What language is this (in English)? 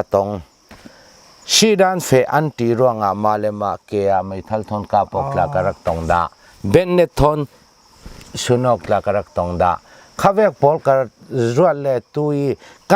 Hakha Chin